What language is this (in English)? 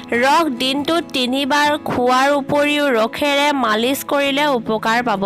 Assamese